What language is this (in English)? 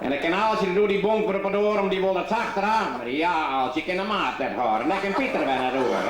Western Frisian